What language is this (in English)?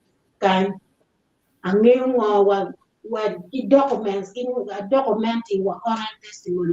Acoli